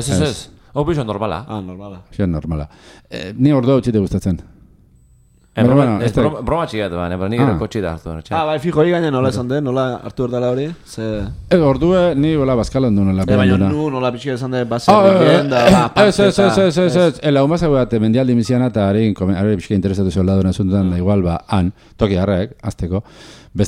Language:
Basque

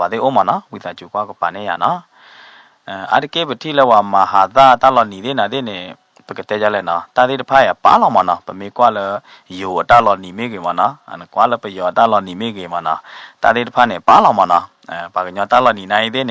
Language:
S'gaw Karen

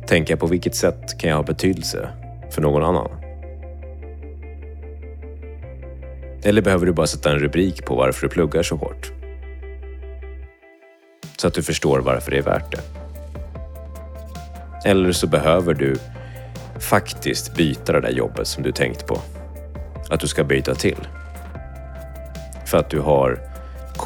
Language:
Swedish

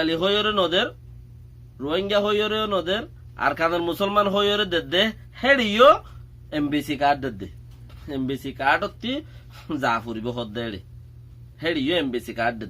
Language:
Rohingya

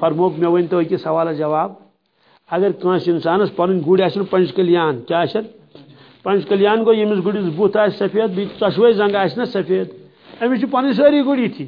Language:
Kashmiri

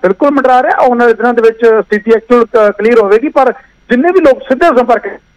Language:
Punjabi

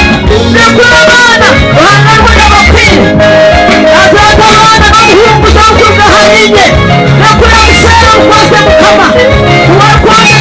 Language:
Nyankole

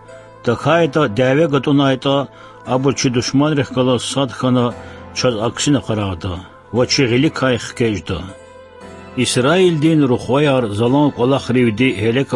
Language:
Lezghian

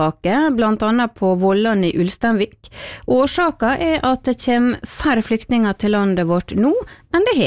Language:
Norwegian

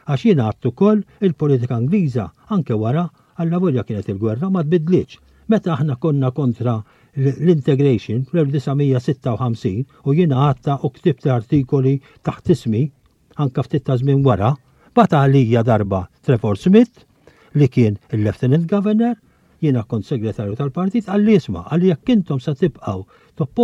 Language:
Maltese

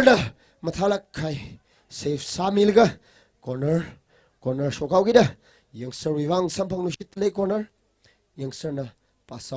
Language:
Tangkhul Naga (India)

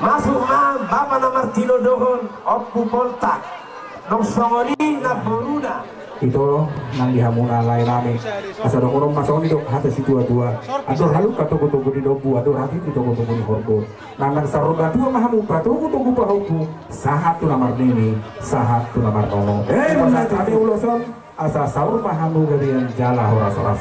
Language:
Batak Toba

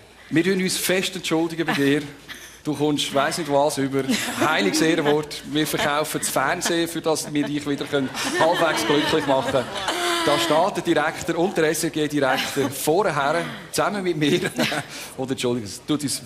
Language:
Swiss German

